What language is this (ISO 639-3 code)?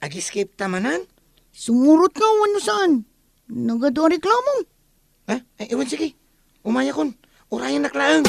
ilo